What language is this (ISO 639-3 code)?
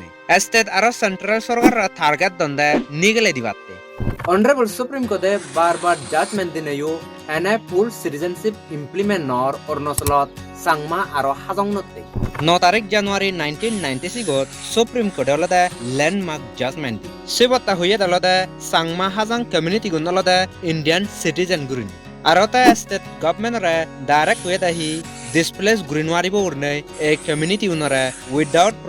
ccp